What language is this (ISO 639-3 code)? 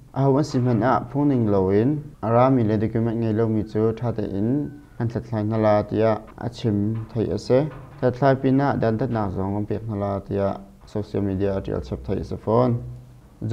cnh